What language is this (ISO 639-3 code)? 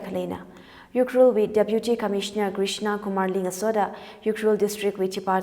nmf